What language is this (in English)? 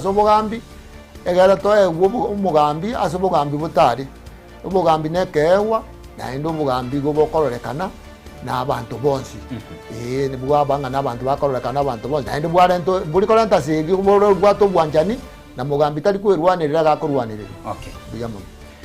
Gusii